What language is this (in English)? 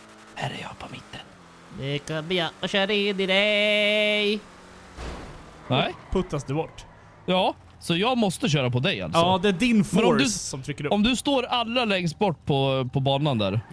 Swedish